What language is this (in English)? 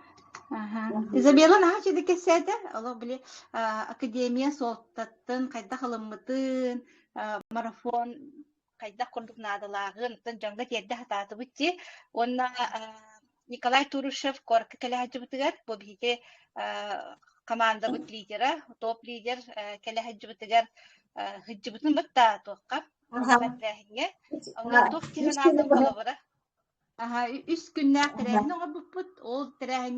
Yakut